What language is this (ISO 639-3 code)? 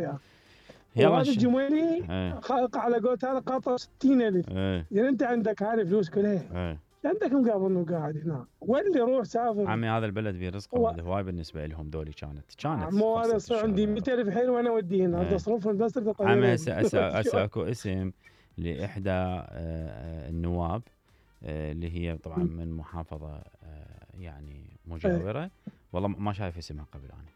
acm